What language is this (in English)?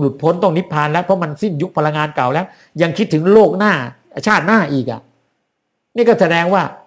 Thai